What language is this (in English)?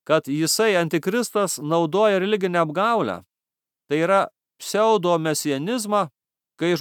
Lithuanian